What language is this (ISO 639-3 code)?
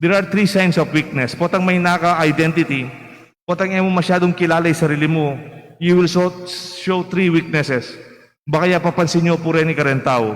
pam